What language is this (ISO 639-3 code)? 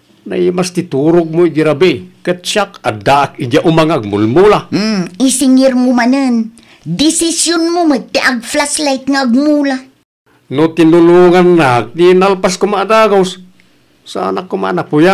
ilo